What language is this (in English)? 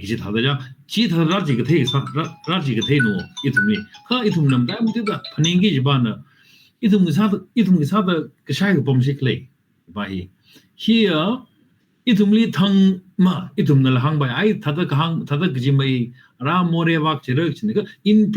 Tangkhul Naga (India)